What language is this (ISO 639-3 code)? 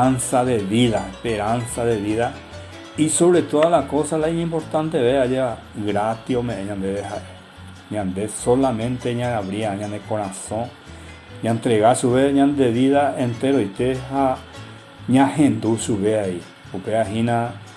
grn